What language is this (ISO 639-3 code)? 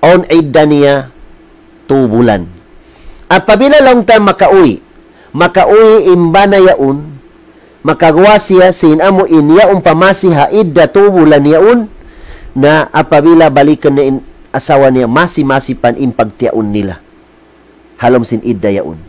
tsg